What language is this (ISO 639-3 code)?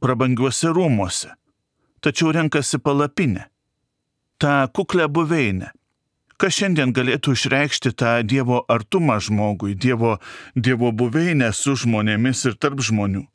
lit